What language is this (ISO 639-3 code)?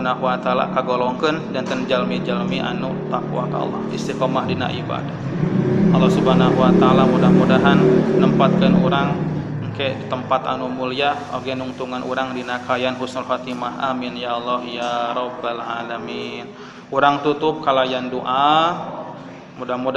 sun